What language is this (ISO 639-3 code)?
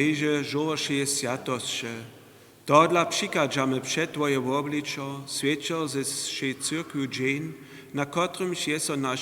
hsb